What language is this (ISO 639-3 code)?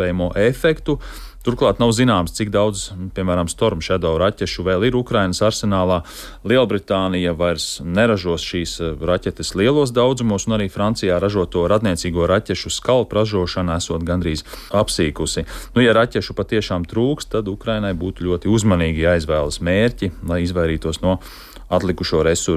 lav